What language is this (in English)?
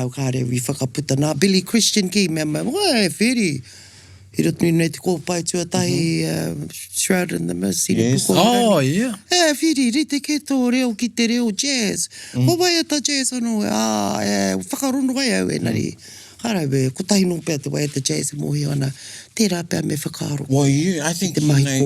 Māori